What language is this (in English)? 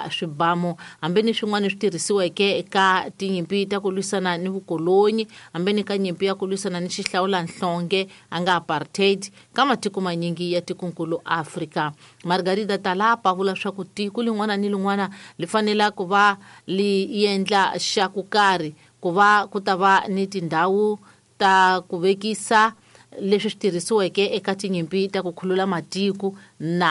Tsonga